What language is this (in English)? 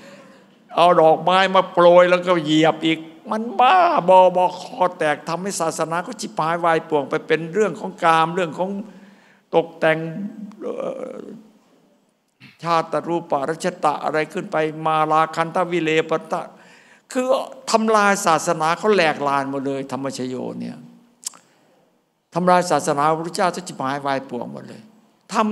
Thai